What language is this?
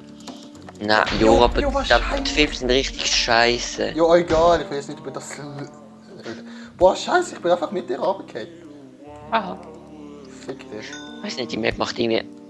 Swiss German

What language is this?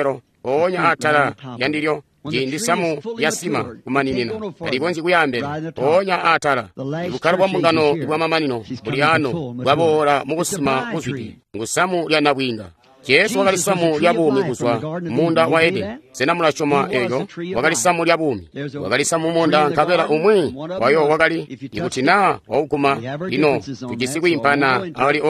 Tonga (Zambia)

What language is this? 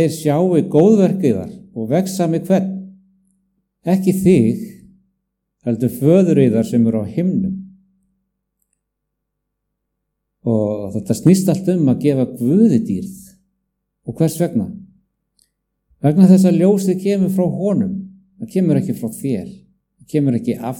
Icelandic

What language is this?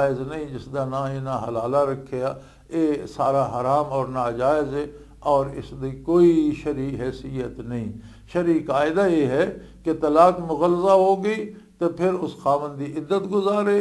Western Panjabi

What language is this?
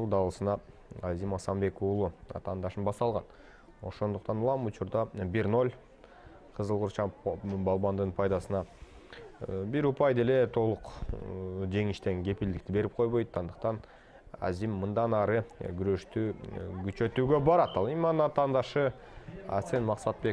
Kyrgyz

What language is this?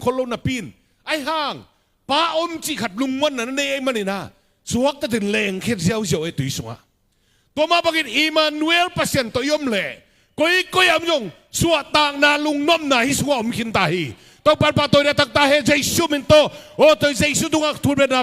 Tedim Chin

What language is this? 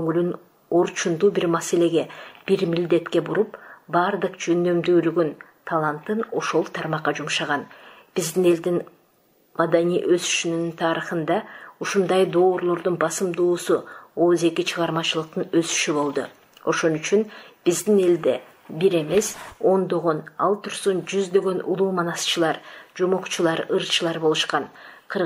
Kyrgyz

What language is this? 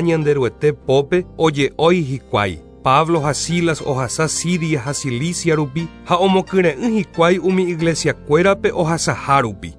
Guarani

